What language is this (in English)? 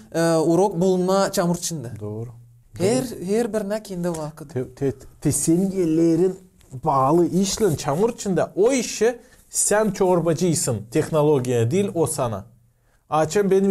Gagauz